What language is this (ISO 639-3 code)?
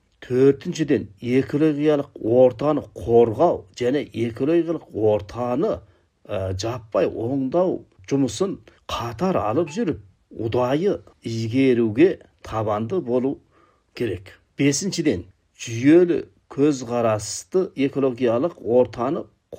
kaz